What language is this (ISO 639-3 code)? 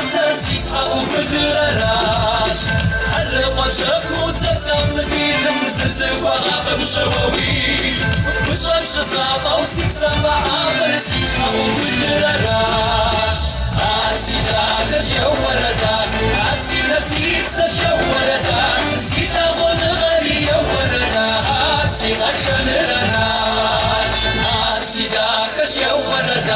kbd